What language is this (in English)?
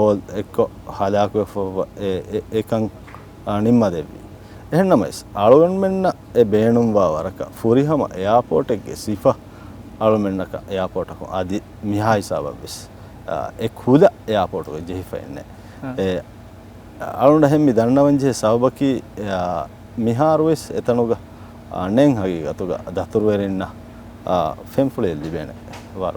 Divehi